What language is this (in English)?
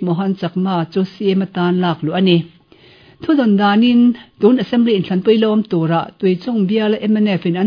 Mizo